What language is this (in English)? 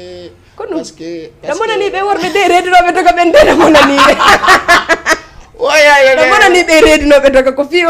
Fula